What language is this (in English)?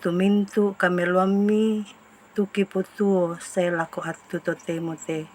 Toraja-Sa'dan